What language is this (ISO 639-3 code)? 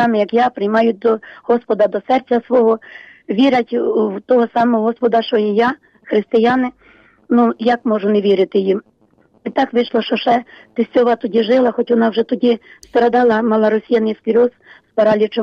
ukr